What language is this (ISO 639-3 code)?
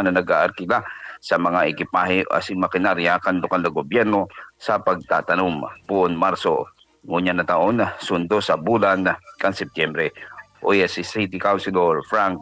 bik